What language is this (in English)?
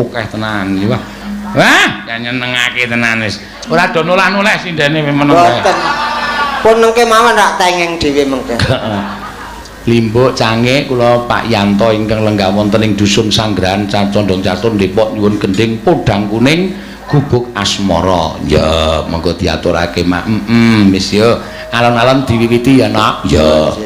Javanese